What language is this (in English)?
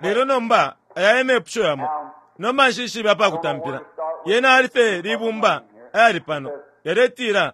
Bemba